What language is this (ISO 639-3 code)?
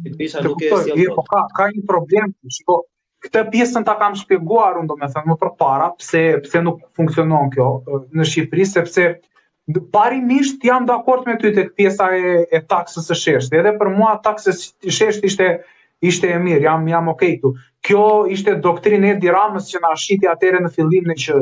sqi